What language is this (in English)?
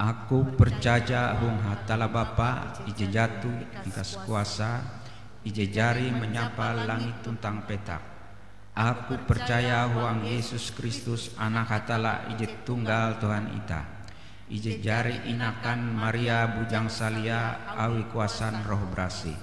Ngaju